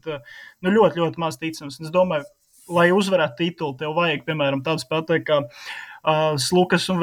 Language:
Latvian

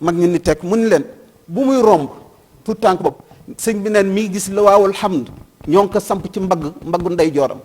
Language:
Wolof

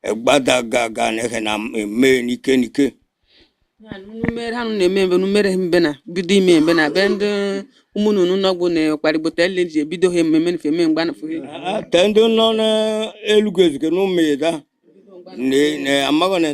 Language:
Igbo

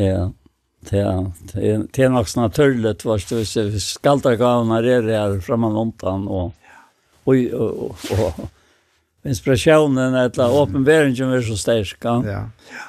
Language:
Faroese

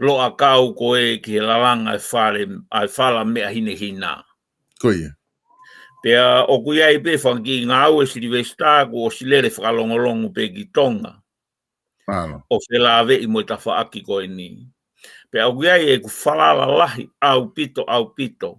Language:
Tongan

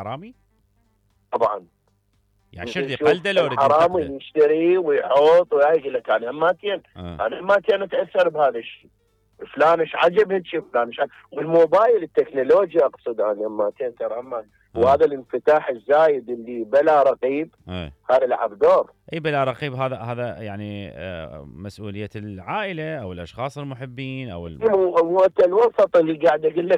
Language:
Mesopotamian Arabic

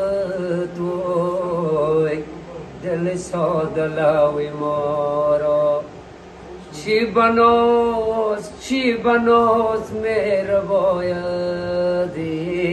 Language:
Tajik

